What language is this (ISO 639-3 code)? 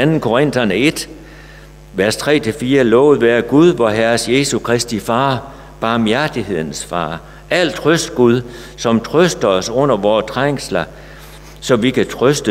dan